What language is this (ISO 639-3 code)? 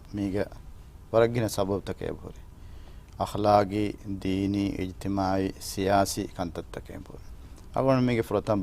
div